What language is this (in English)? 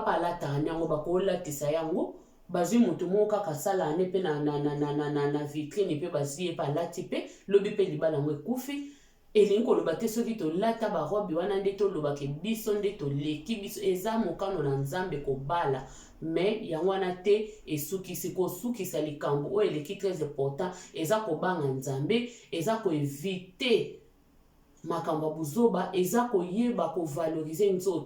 Lingala